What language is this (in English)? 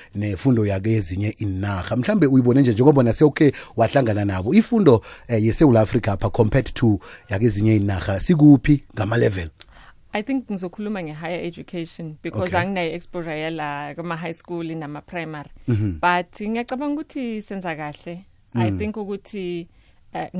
South Ndebele